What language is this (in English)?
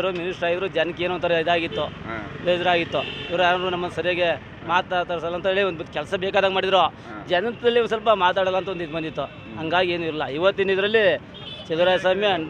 Kannada